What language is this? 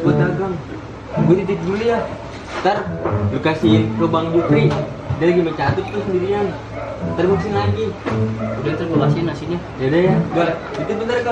Betawi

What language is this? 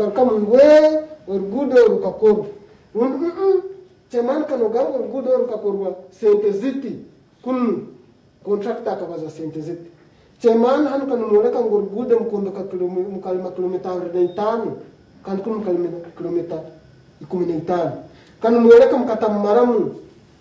Nyankole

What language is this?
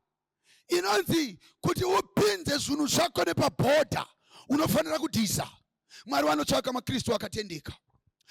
Shona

